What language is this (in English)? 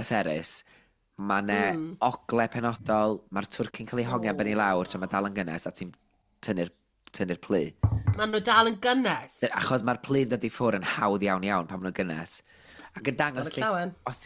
Welsh